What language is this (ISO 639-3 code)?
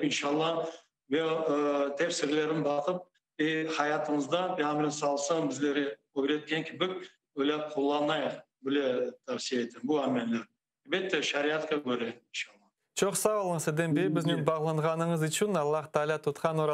crh